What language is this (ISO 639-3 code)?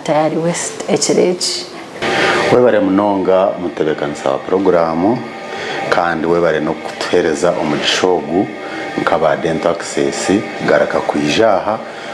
nyn